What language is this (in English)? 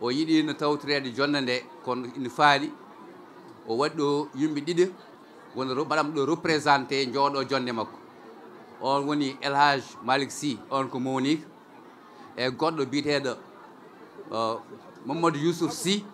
Fula